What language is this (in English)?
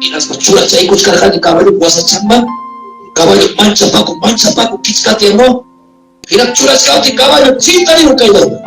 Ayacucho Quechua